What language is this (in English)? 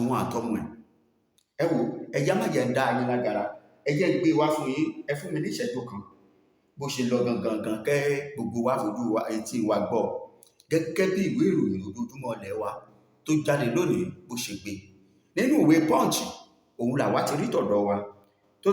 Yoruba